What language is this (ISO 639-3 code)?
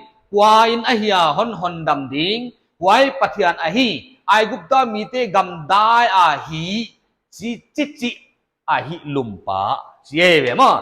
pck